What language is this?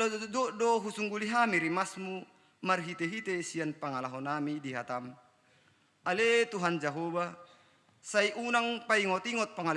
Batak Toba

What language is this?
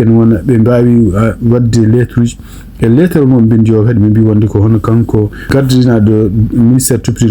Fula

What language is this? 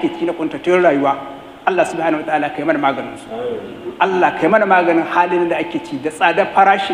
Hausa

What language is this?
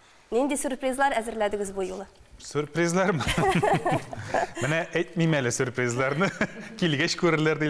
Tatar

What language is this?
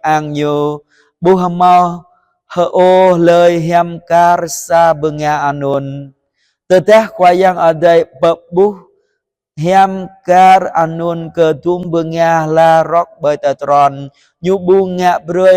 Jarai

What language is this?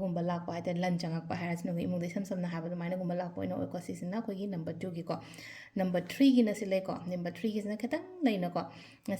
Manipuri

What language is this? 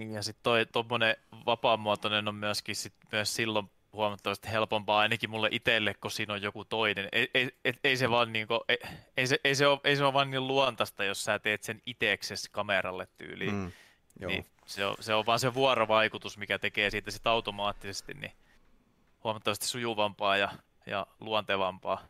Finnish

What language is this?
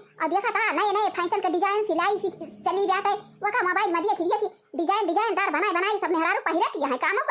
Awadhi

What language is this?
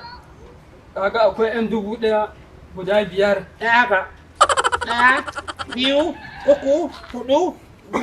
Hausa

